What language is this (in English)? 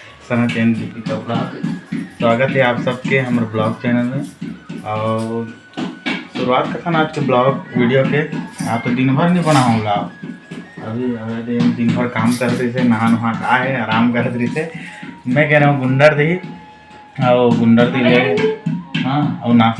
Chhattisgarhi